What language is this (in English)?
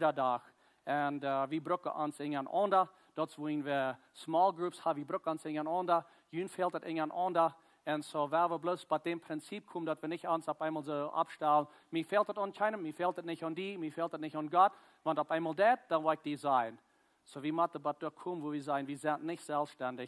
Plautdietsch